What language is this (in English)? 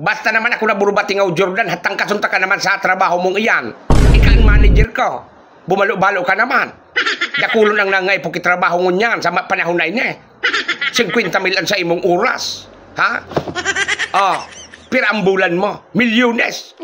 Bikol